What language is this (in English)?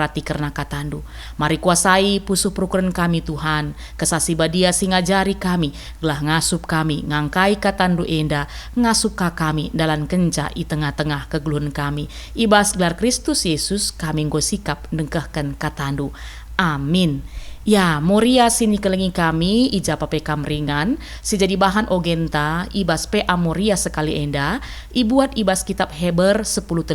Batak Karo